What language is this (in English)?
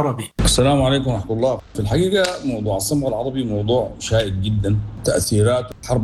Sudanese Arabic